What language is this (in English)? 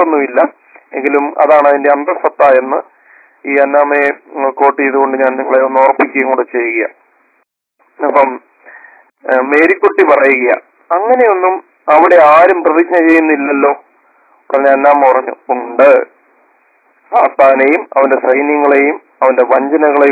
Malayalam